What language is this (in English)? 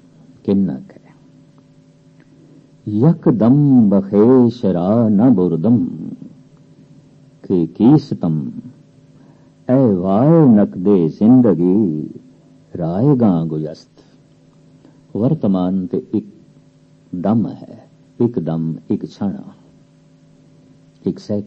Punjabi